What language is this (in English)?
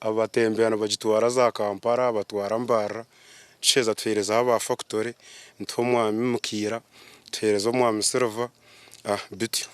Nyankole